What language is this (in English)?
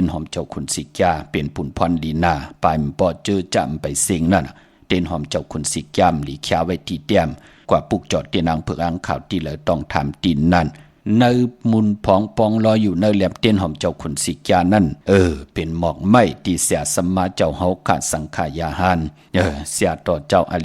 Shan